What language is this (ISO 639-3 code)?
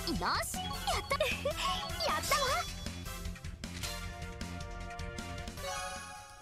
jpn